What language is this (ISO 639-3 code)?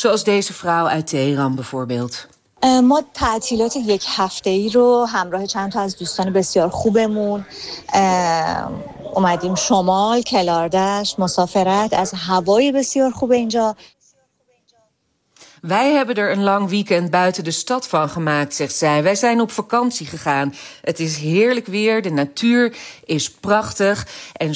nld